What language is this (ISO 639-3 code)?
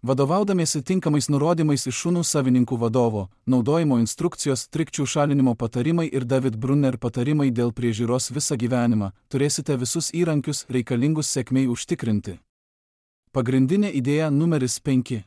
lit